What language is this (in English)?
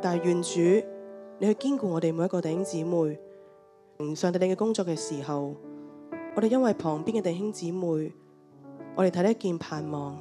Cantonese